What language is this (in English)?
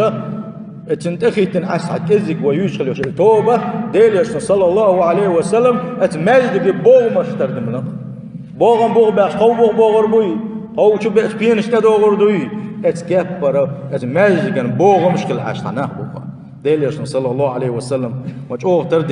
Chechen